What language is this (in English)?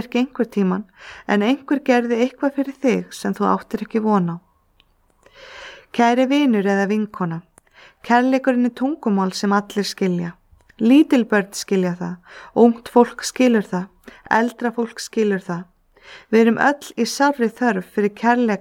Icelandic